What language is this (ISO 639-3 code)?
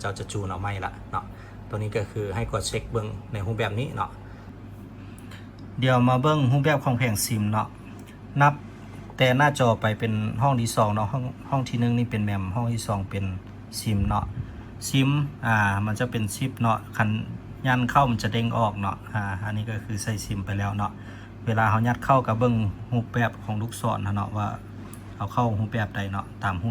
lao